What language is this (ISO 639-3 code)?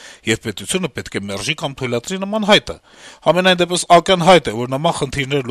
hye